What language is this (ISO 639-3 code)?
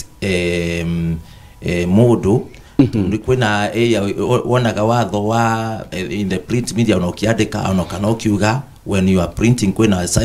kik